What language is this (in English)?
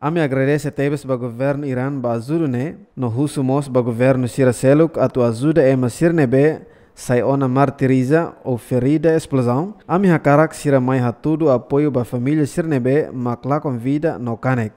Tetum